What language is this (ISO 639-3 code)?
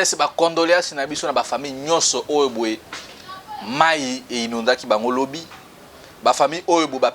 lin